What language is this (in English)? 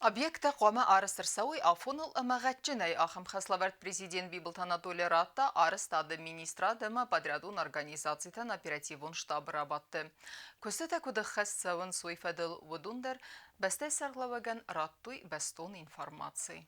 Ossetic